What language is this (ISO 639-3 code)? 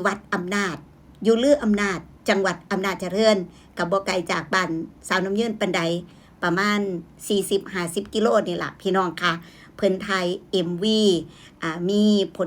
tts